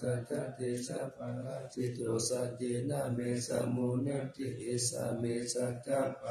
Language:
Pali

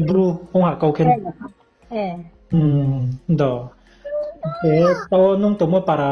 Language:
Riang (India)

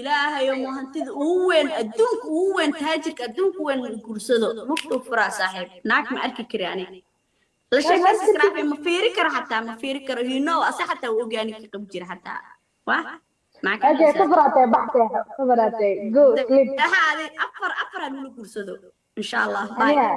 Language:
Somali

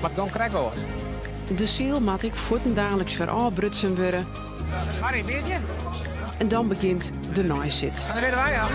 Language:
Western Frisian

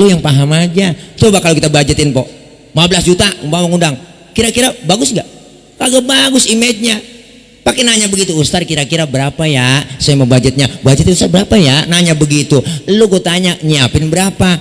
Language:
Betawi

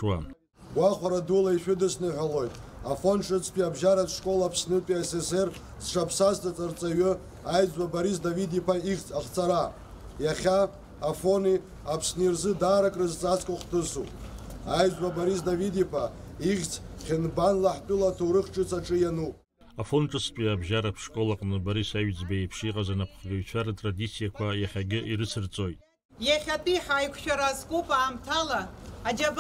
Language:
Abkhazian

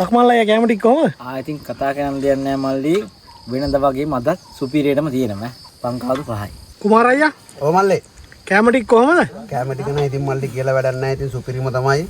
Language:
Sinhala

